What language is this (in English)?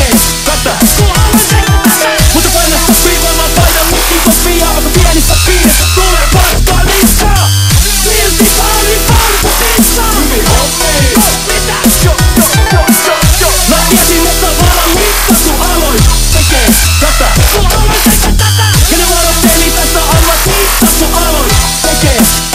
Finnish